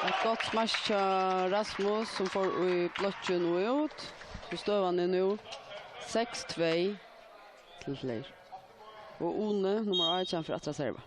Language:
Faroese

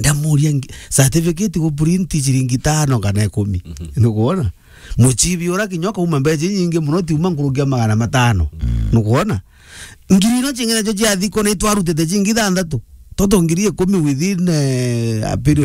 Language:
Meru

